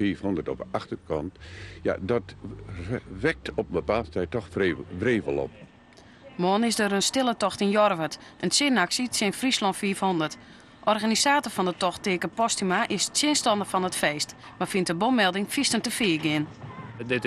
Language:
Western Frisian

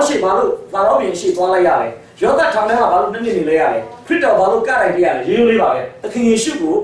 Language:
Burmese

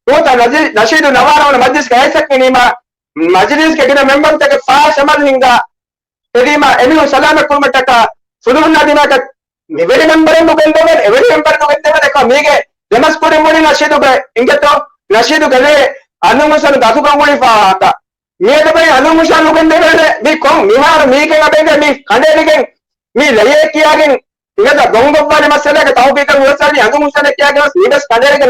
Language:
Divehi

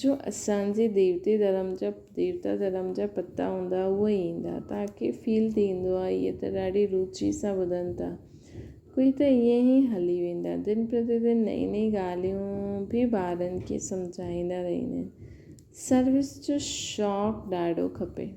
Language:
Sindhi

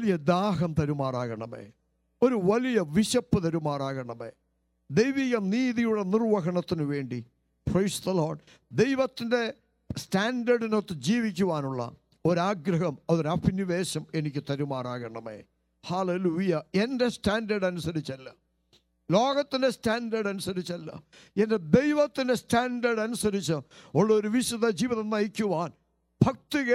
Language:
Malayalam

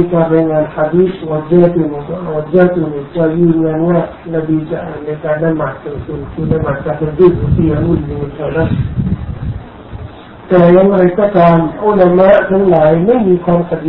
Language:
Thai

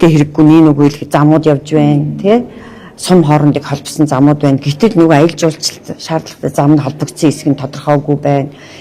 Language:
Mongolian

